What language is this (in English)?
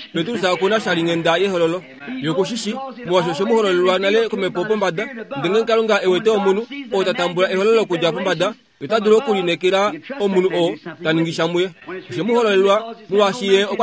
Kuanyama